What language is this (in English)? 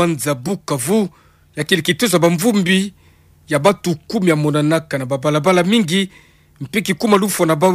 Kituba (Democratic Republic of Congo)